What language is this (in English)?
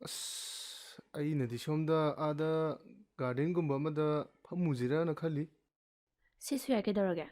Manipuri